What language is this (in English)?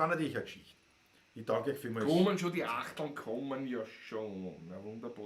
Bavarian